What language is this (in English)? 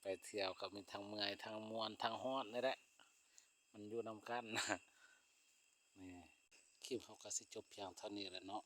Lao